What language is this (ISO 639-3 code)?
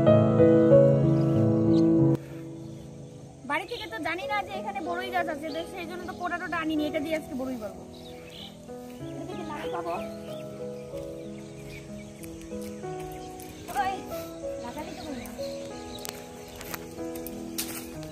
ben